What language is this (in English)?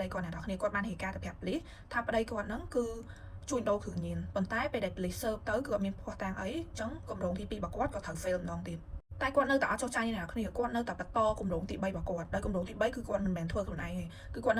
Khmer